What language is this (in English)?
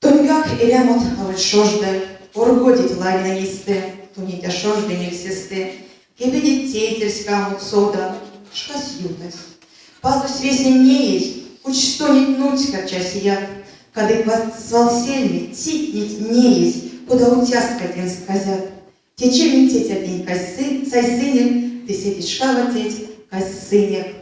Erzya